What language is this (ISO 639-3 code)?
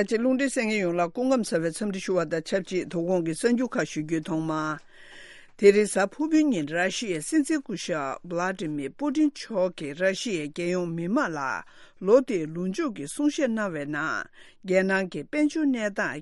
bod